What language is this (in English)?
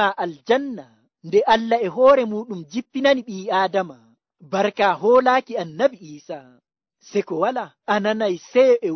Nigerian Fulfulde